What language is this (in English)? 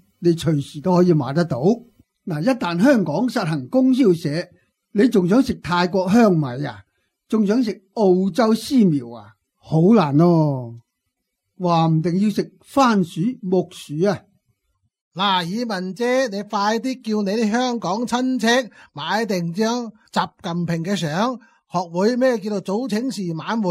Cantonese